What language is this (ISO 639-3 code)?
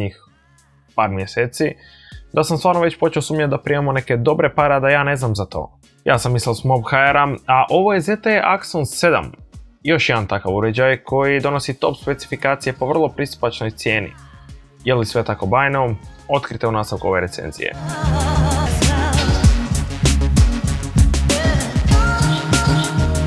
hrv